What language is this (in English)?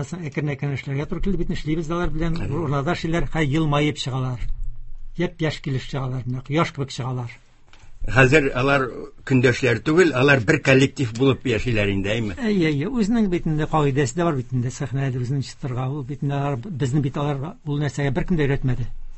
Tatar